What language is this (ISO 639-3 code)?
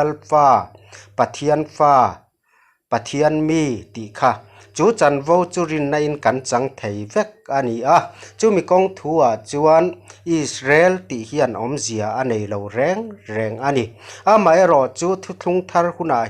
lus